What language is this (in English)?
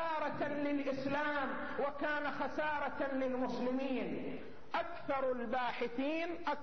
Arabic